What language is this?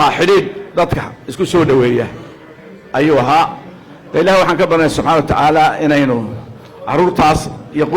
Somali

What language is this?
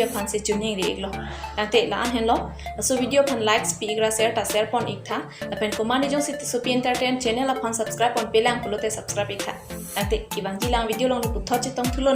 Karbi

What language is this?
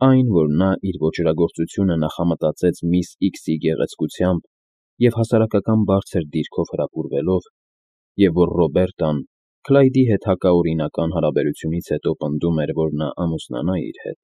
Armenian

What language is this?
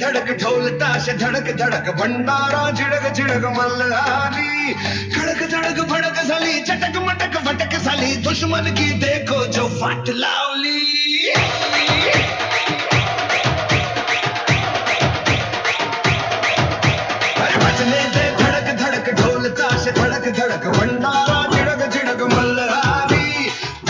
Marathi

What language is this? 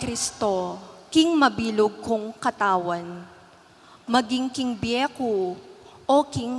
Pampanga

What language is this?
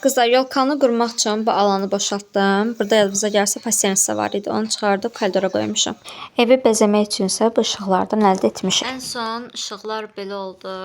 Azerbaijani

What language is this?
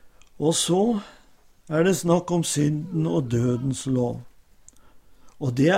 Norwegian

